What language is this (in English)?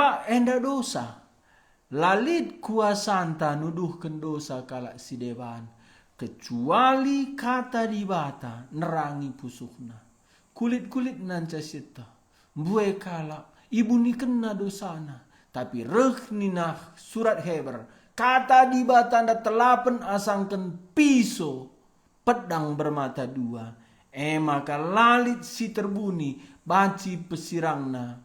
Batak Karo